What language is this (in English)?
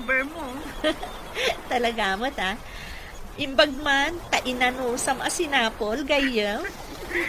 Iloko